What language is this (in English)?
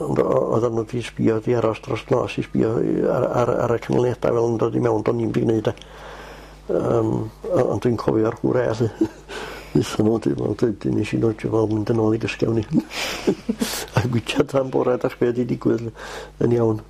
Welsh